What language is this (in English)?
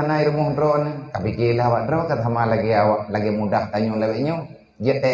Achinese